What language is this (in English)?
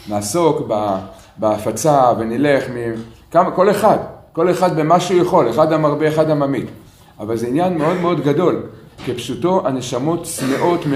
Hebrew